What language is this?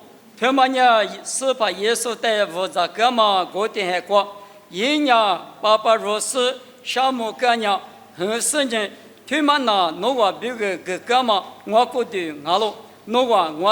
Lisu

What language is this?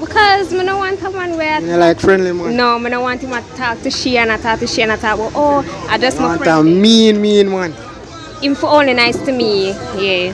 Jamaican Creole English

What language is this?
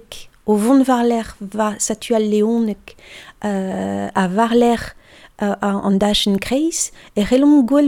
Breton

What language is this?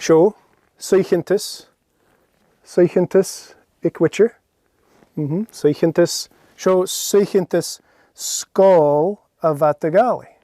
Scottish Gaelic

